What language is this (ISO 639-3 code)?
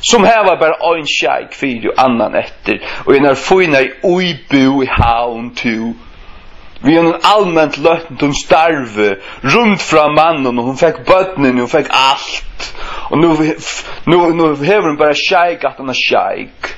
fao